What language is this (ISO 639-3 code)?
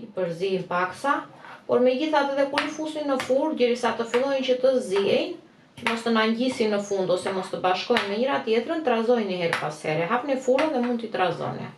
sqi